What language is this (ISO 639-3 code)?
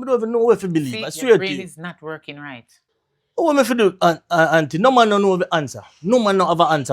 jam